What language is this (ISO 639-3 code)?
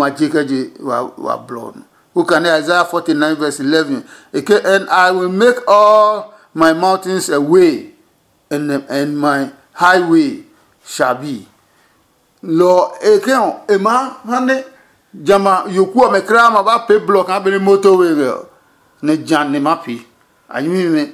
ada